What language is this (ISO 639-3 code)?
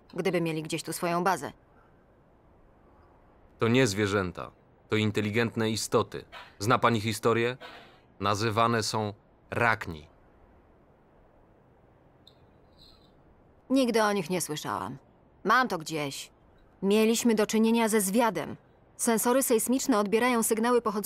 pol